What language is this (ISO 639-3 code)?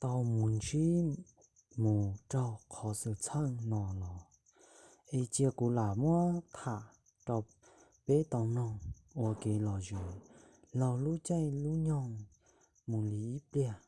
hmn